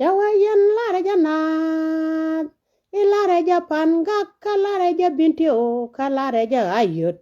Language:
Nuer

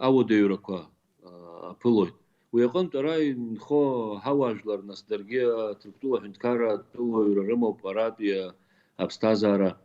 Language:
Abkhazian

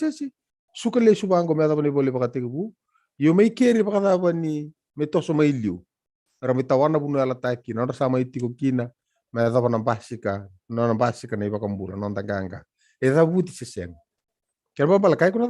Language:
Fijian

